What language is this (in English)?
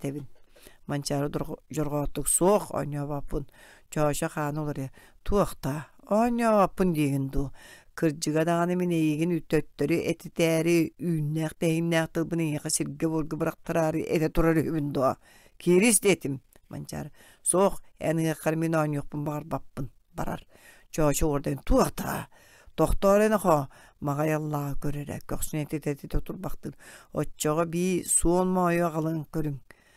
Yakut